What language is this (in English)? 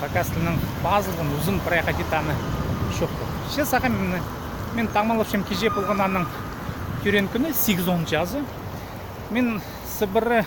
Khakas